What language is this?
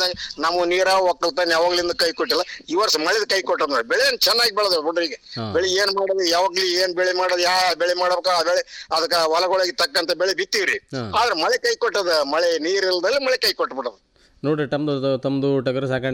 Kannada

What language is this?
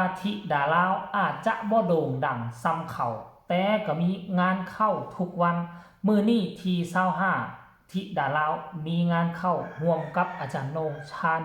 Northeastern Thai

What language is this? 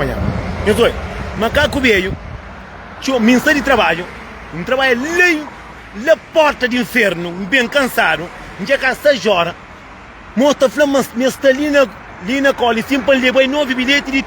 Kabuverdianu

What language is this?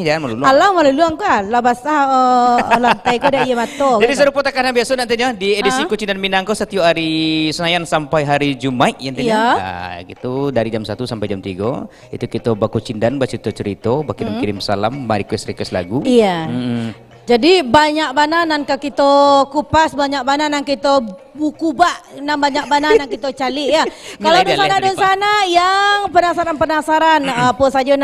Minangkabau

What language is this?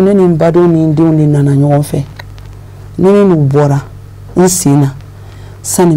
Bambara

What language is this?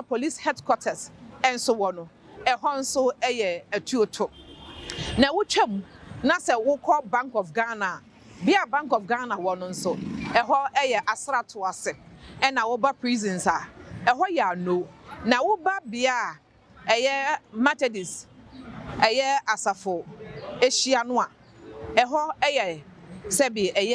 Akan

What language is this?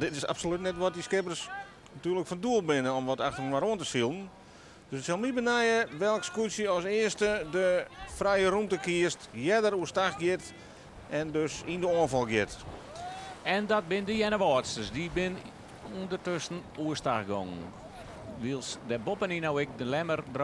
Western Frisian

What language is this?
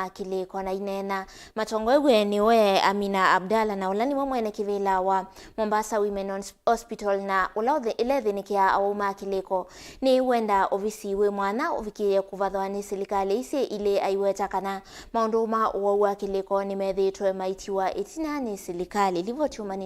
Kamba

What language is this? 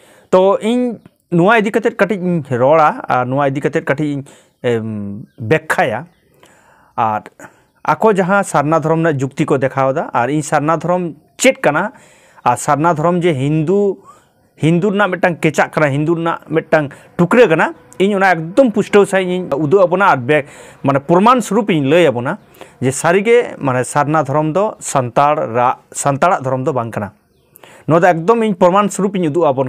Santali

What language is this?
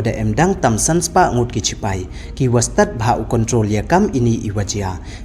Pnar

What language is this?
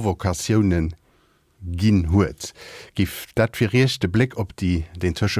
Luxembourgish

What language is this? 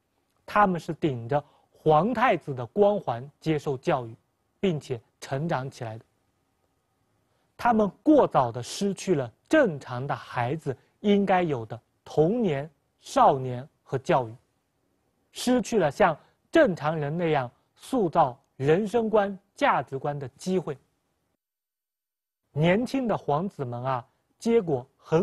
Chinese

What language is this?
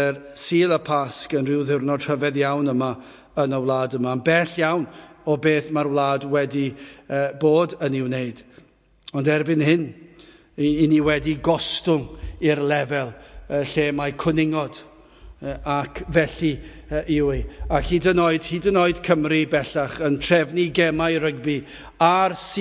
Welsh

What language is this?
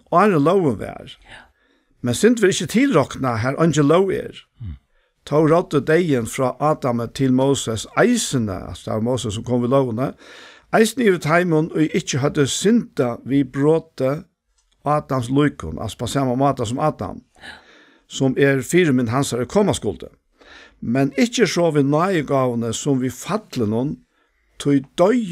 Faroese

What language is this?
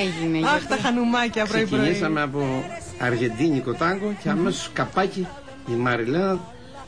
Greek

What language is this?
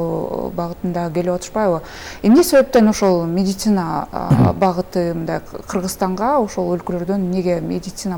Kyrgyz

